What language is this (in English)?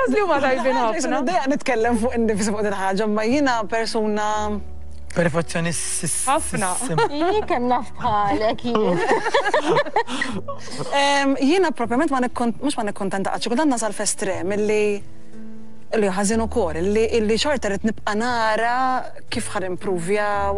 Maltese